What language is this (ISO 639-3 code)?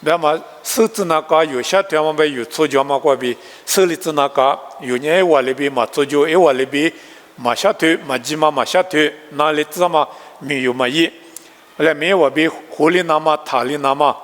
lis